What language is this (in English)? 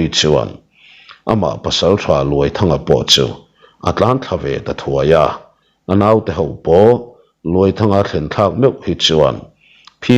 Mizo